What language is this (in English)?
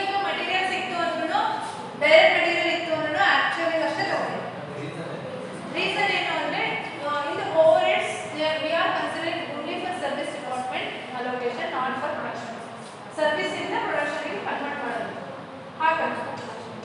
Kannada